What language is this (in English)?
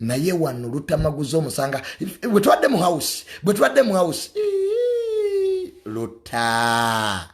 Ganda